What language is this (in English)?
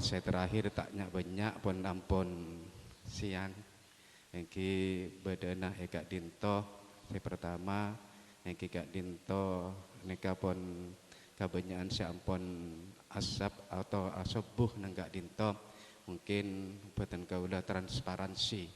Madurese